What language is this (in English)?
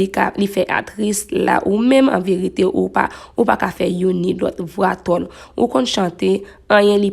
Haitian Creole